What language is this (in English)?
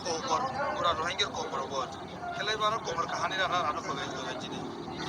Rohingya